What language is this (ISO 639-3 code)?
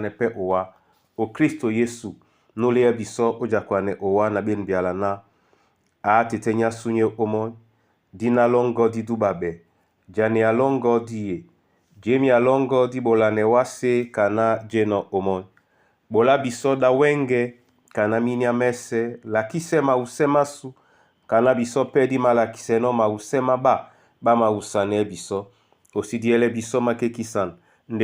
dua